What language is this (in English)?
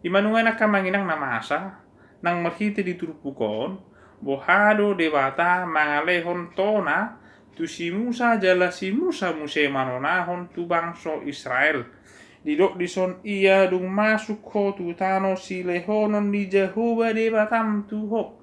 Batak Toba